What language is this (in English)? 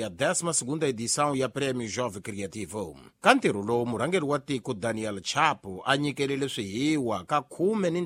Tsonga